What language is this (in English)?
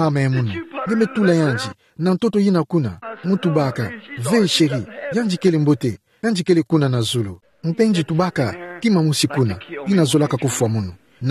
Kituba (Democratic Republic of Congo)